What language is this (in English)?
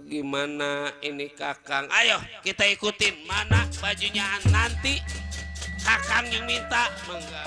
Betawi